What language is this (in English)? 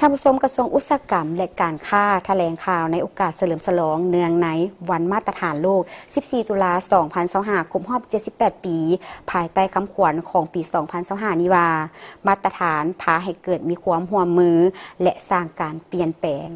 Lao